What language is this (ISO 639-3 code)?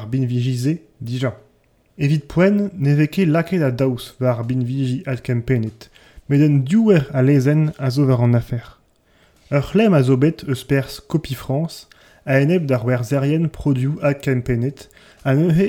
bre